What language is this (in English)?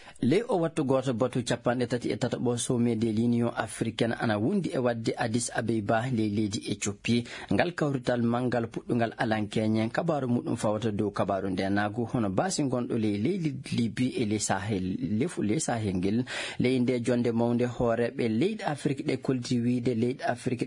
Fula